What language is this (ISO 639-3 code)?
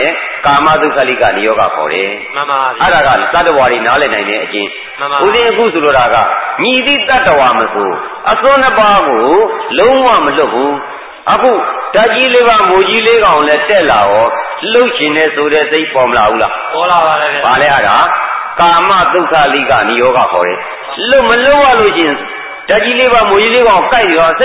mya